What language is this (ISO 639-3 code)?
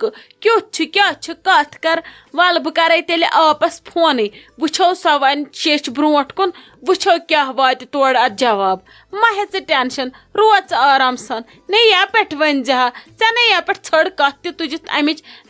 kas